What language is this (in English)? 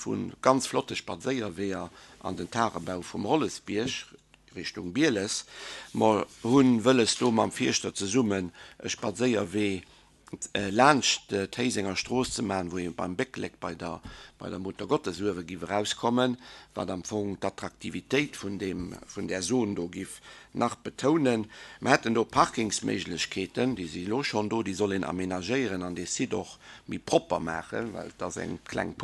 Luxembourgish